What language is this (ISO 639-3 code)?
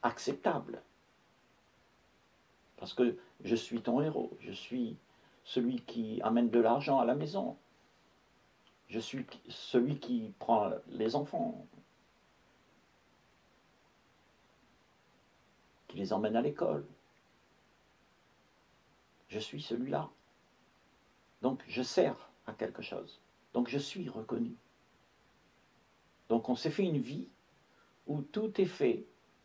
fra